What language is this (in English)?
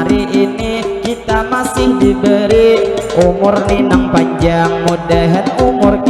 Banjar